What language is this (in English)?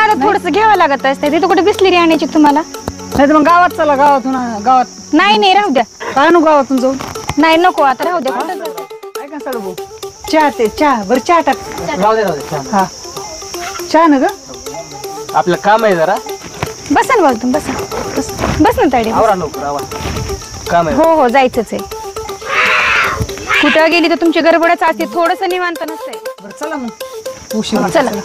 Marathi